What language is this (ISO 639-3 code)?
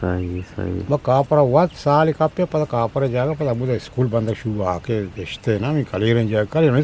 bgp